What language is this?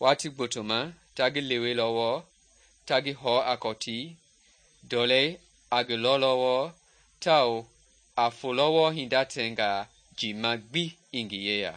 Mende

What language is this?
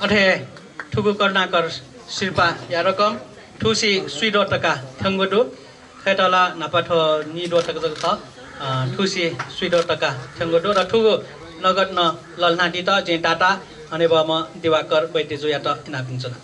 Newari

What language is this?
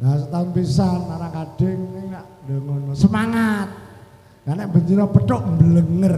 Javanese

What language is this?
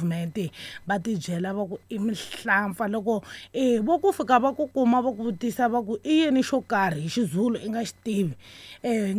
Tsonga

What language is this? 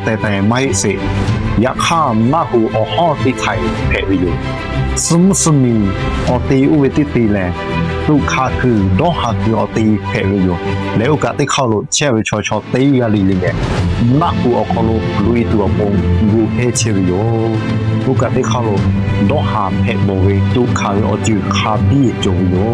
Lahu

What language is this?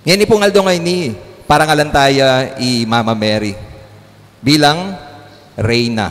Pampanga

